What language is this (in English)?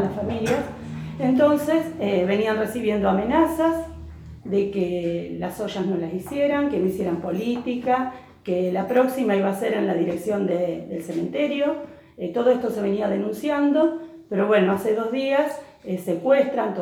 Spanish